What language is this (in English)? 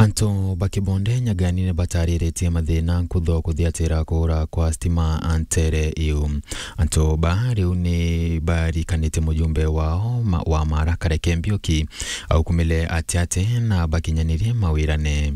Meru